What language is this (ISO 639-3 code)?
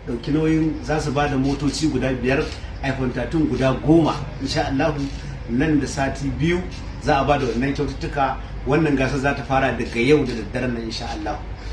hau